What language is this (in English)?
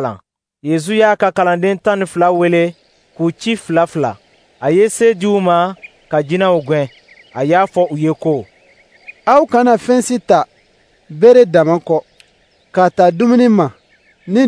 Dyula